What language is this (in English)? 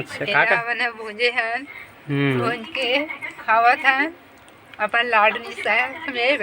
Chhattisgarhi